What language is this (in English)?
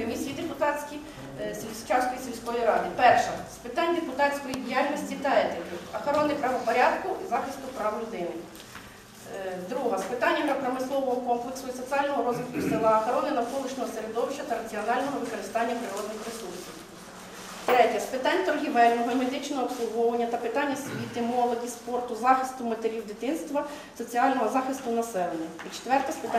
Ukrainian